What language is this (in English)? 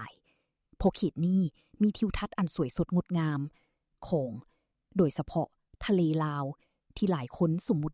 Lao